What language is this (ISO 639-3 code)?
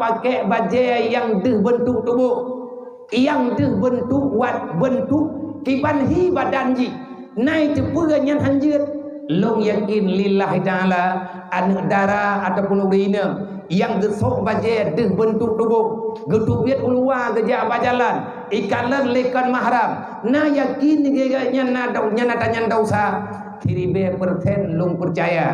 ace